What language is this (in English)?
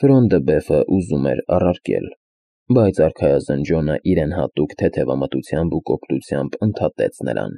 Armenian